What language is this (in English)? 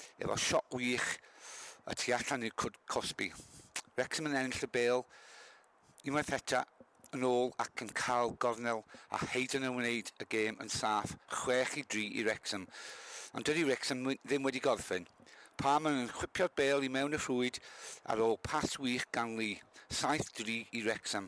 Welsh